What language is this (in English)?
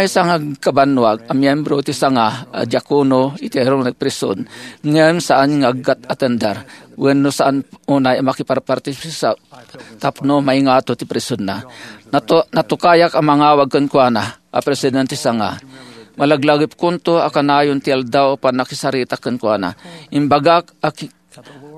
Iloko